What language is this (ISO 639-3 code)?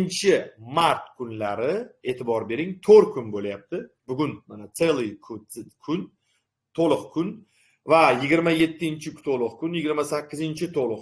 uzb